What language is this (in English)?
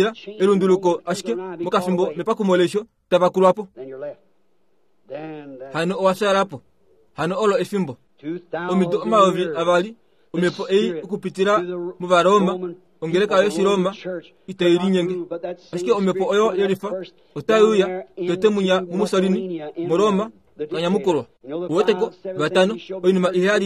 Kuanyama